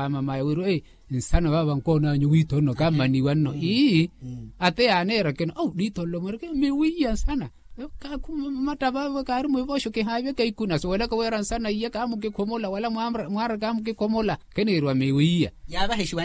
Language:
Makhuwa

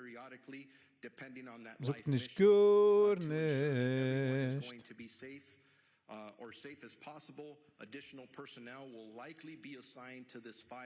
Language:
Yiddish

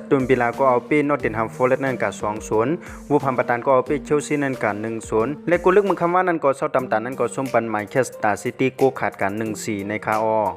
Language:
Shan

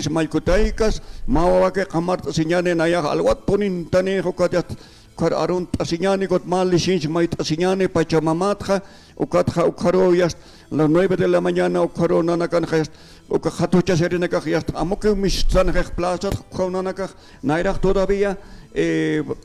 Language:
Aymara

